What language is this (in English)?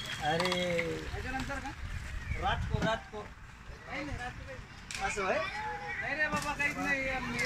Marathi